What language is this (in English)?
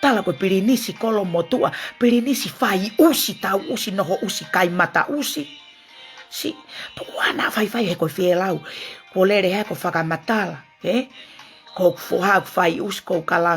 Tongan